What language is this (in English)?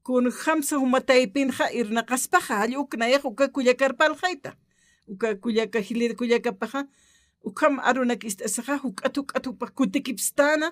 Aymara